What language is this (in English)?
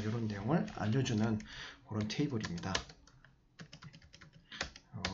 Korean